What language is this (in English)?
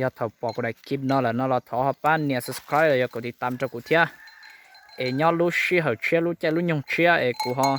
Hmong